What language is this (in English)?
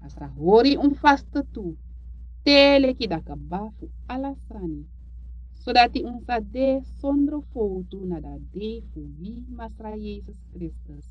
Sranan Tongo